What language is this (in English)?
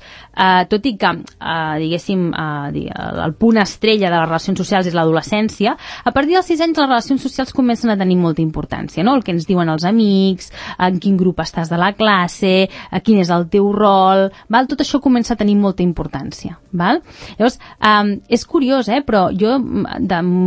Catalan